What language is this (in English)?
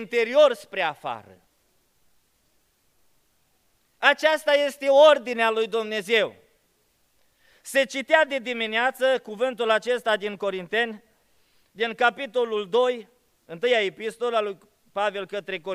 Romanian